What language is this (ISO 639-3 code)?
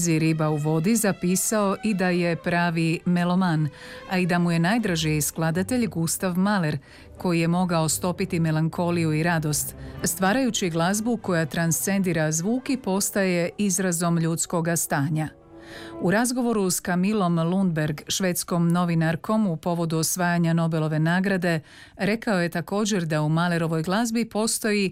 hrv